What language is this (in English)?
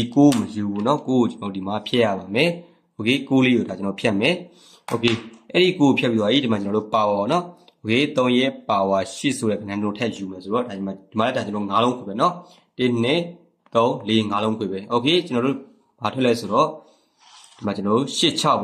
Burmese